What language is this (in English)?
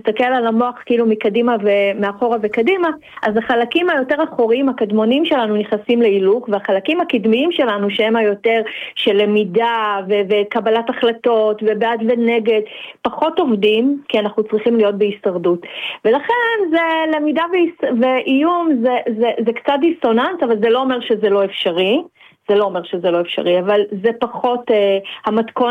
Hebrew